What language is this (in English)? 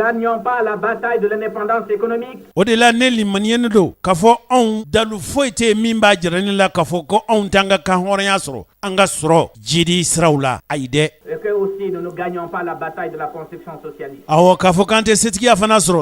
Bambara